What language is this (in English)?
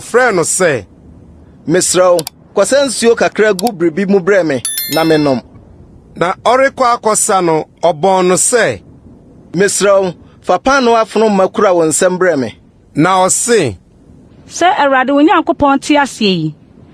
Akan